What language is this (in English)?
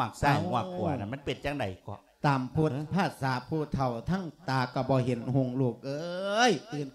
Lao